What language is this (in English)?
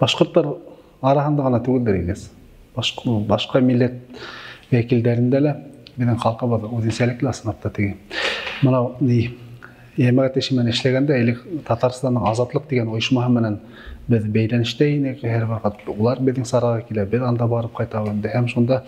Bashkir